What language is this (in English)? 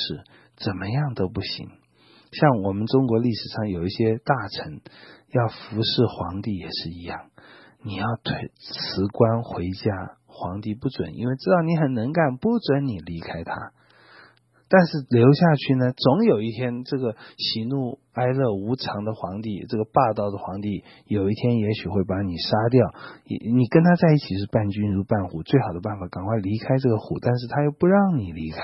Chinese